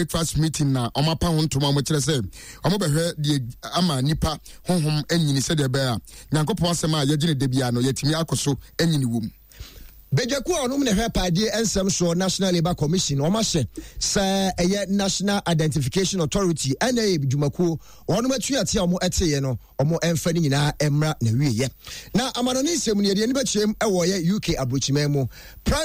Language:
Akan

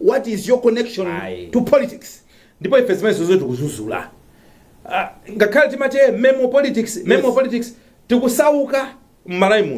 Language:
Nyanja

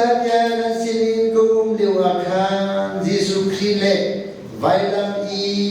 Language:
Hakha Chin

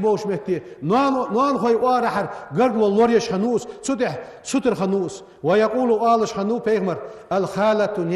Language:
Ingush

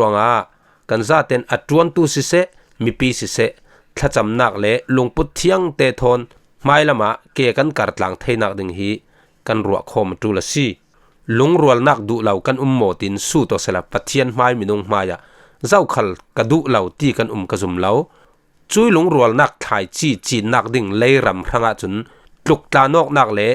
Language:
Falam Chin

